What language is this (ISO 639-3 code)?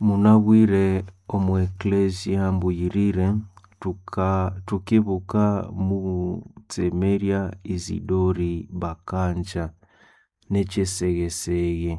nnb